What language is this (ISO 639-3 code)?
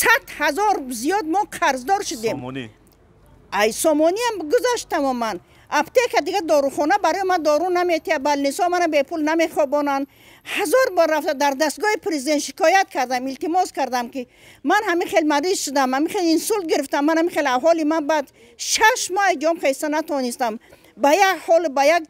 tgk